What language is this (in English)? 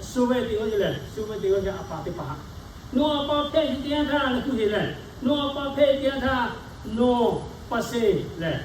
Lahu